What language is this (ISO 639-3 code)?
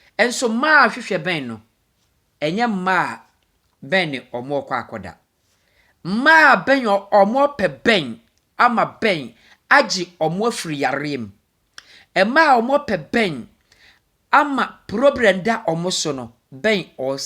aka